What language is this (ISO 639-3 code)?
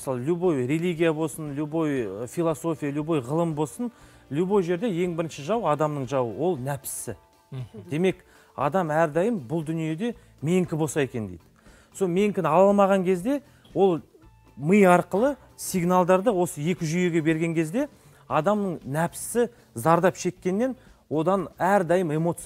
kaz